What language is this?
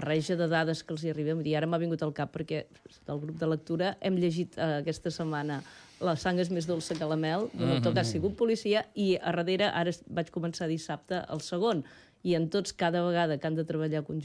Catalan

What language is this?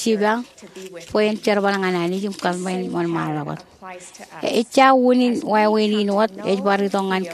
Marshallese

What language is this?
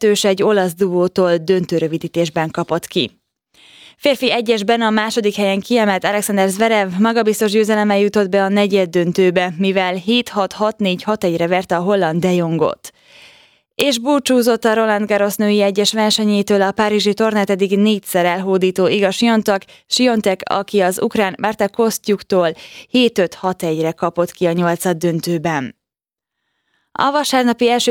Hungarian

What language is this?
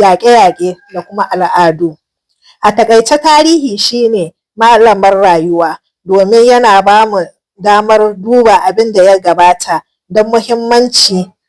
Hausa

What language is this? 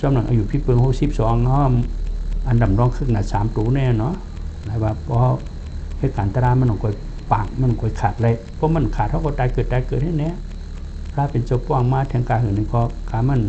Shan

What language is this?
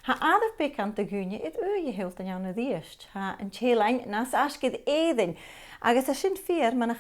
Scottish Gaelic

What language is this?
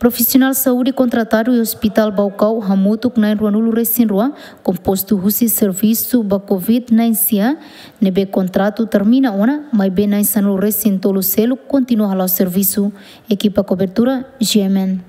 Tetum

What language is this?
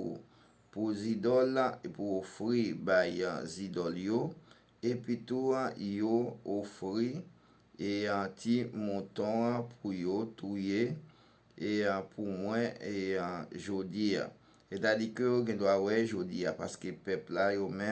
Haitian Creole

